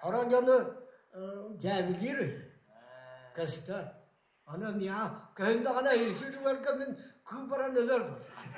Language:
Yakut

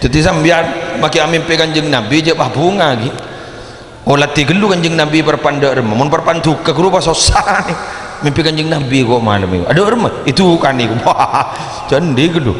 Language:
Madurese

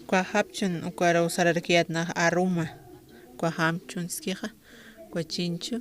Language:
Aymara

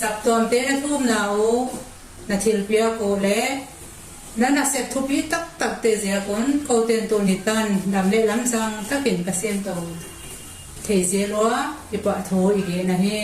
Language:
Paite Chin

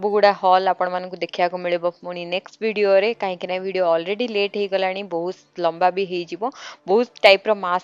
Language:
Odia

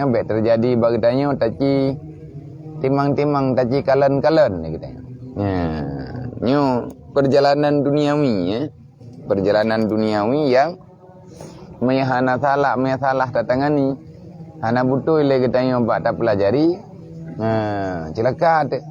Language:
Achinese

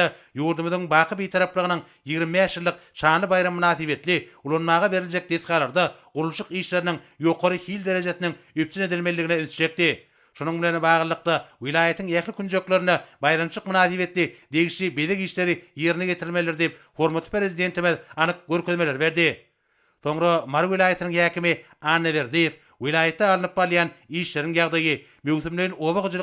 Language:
Turkmen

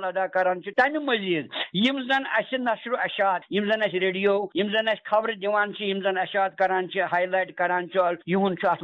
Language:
Kashmiri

